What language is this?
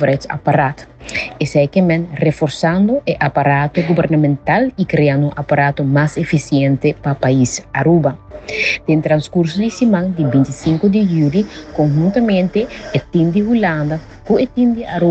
Papiamento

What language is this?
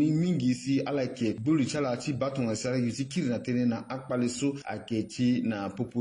Sango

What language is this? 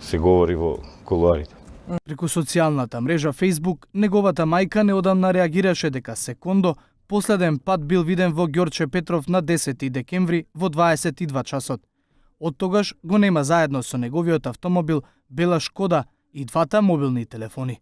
Macedonian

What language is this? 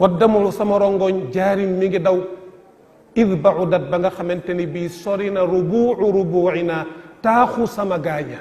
Wolof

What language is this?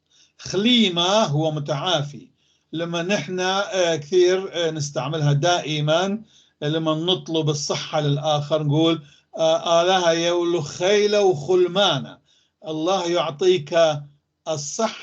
North Levantine Arabic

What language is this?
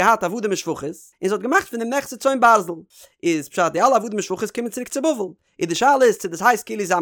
Yiddish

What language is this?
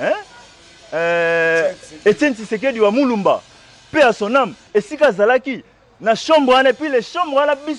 Lingala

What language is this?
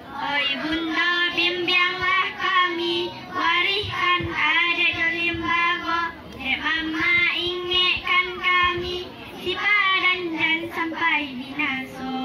Minangkabau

